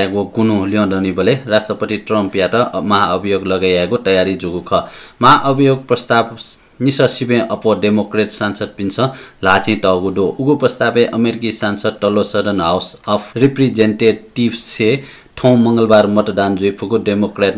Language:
Newari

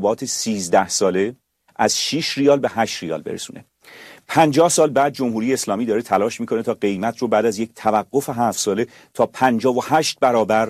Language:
Persian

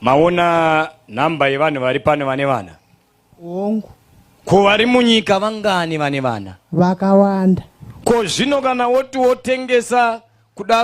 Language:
Shona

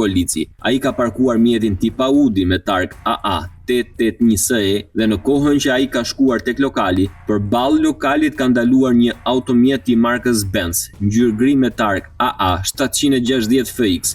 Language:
Albanian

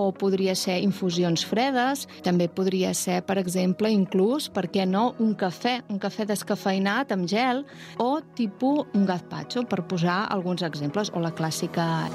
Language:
Catalan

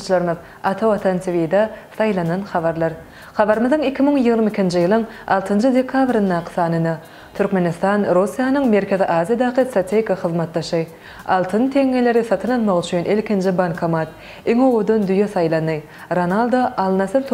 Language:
Turkmen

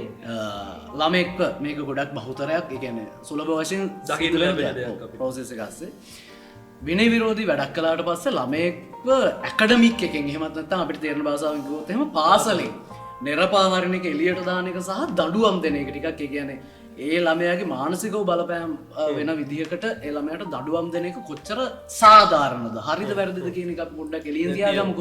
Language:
Sinhala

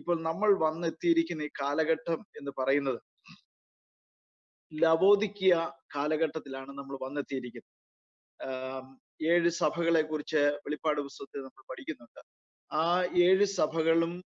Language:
Malayalam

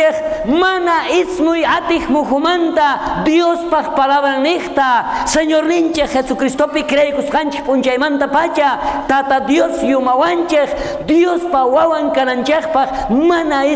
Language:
South Bolivian Quechua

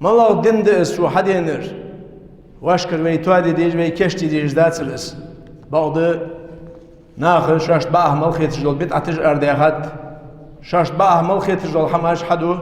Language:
Ingush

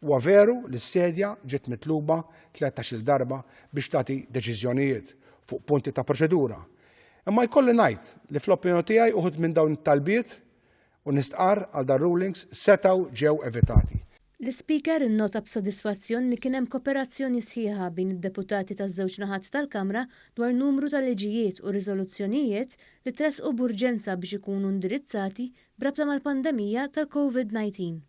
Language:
Maltese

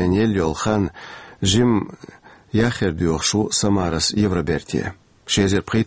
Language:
Chechen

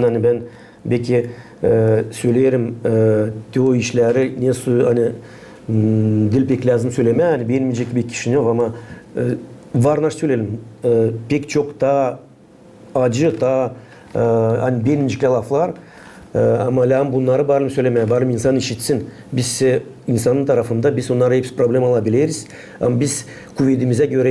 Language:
Gagauz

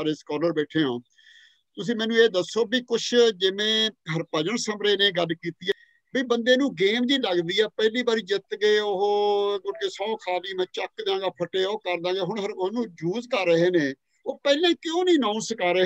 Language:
Punjabi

